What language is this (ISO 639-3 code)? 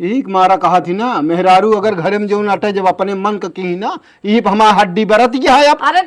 awa